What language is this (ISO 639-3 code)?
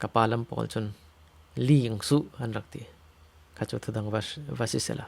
cfm